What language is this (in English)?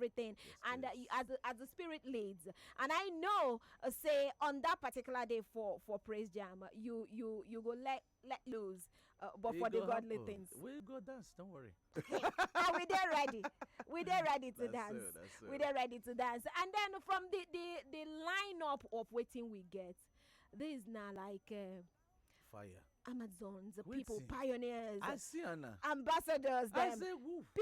Nigerian Pidgin